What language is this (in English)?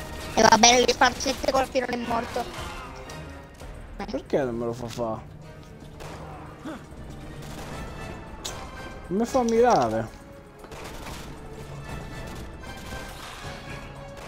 Italian